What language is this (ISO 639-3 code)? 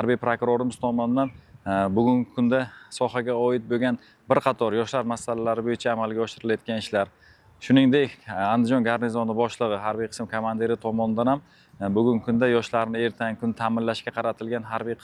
uzb